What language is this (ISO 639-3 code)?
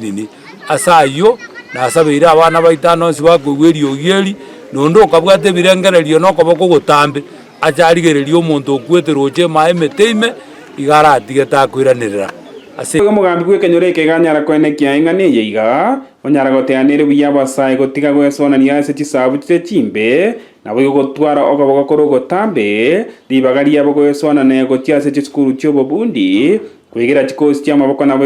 guz